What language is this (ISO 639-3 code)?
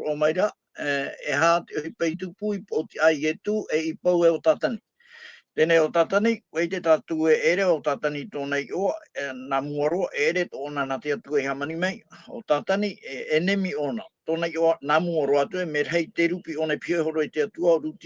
tah